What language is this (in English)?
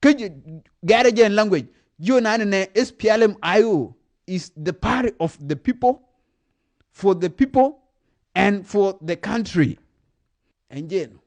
Nuer